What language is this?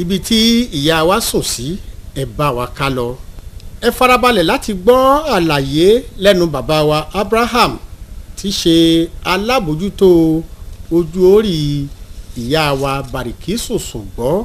Yoruba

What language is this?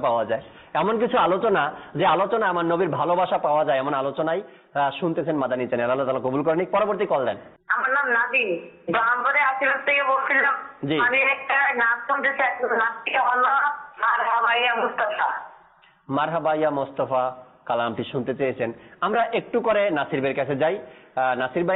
Bangla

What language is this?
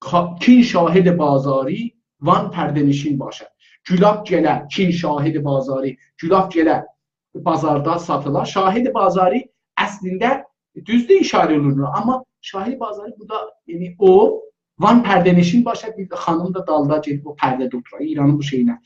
South Azerbaijani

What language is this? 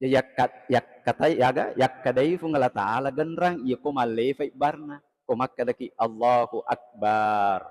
Buginese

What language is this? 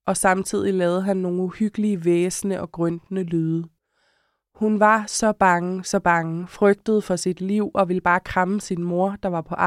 Danish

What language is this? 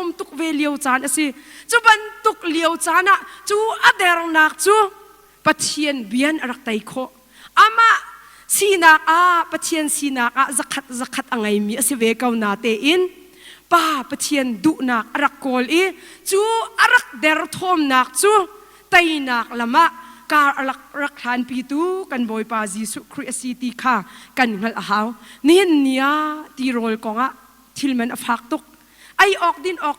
Hakha Chin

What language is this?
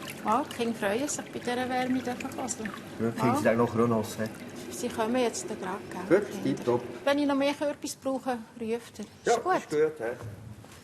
Swiss German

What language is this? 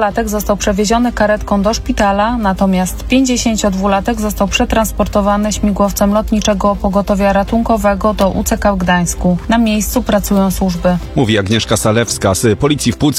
Polish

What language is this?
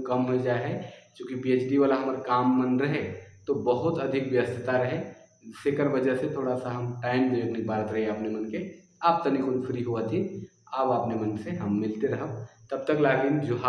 Sadri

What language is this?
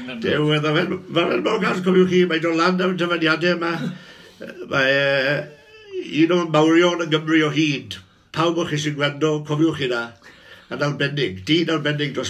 Welsh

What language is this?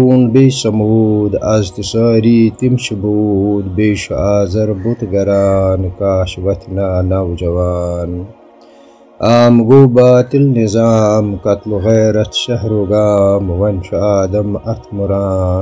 Kashmiri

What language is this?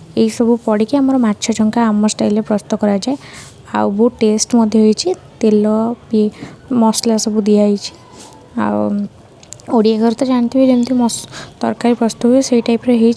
Odia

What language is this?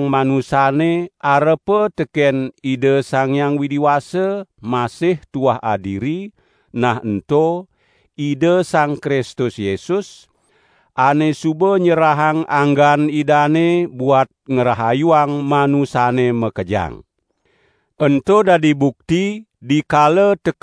Balinese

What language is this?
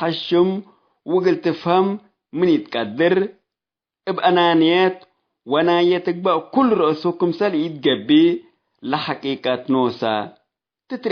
Tigre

